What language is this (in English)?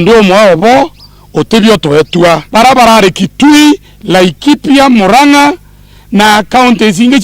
Meru